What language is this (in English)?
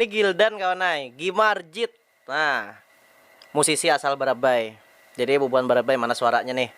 Banjar